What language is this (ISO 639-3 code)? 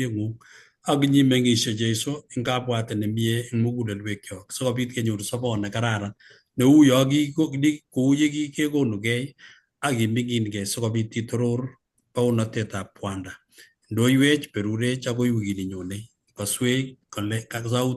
kln